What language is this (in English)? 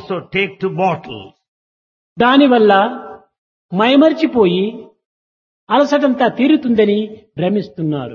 Telugu